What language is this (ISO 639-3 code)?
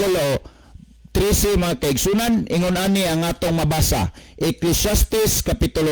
ceb